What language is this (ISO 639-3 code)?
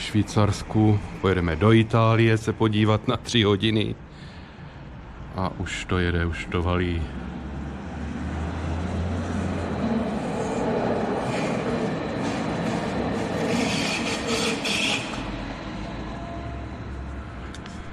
ces